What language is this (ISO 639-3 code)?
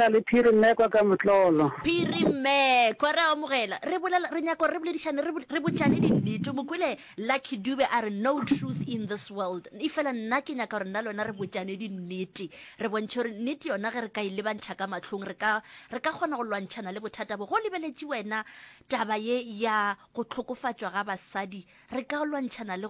nso